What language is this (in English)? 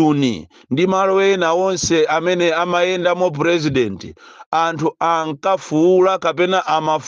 Nyanja